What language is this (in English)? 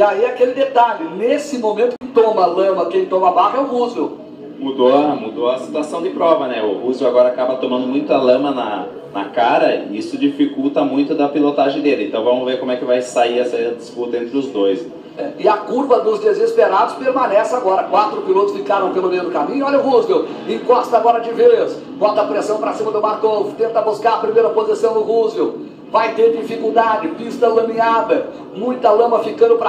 Portuguese